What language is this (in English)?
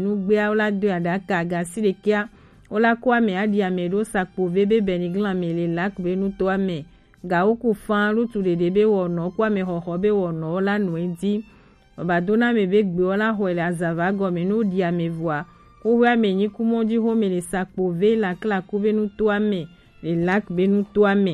Gen